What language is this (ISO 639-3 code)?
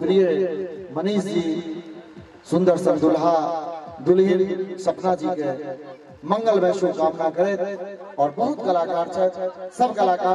mai